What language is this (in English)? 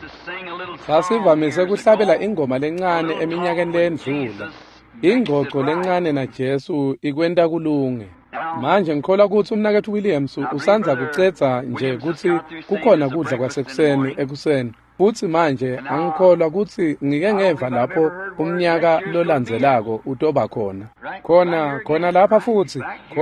Swati